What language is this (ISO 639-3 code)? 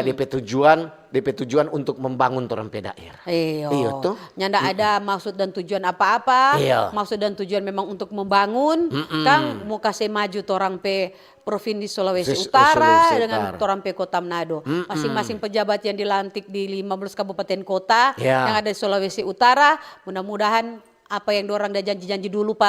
xmm